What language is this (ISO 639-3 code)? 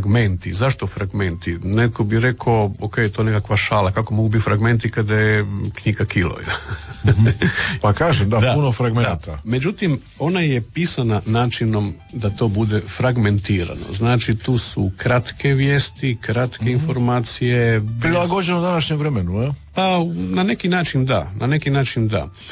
hrv